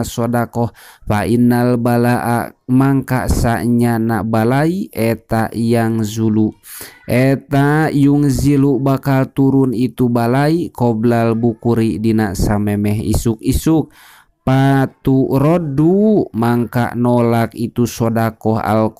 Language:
Sundanese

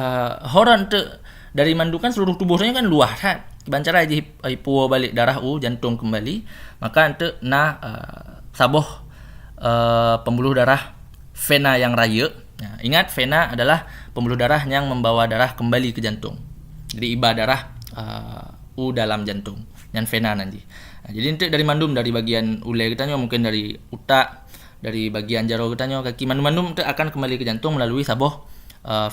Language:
Achinese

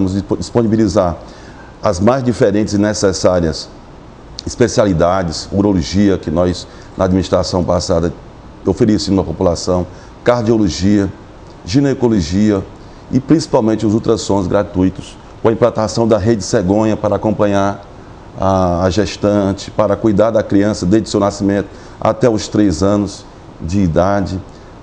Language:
Portuguese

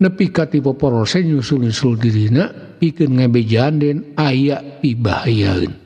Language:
Sundanese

